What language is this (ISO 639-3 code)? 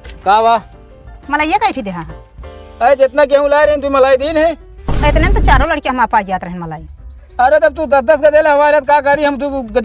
awa